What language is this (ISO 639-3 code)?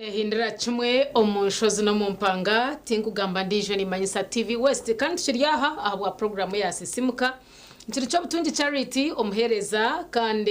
nyn